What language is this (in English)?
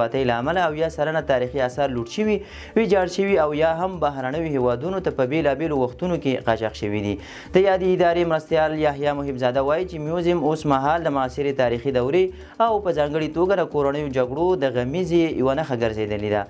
Pashto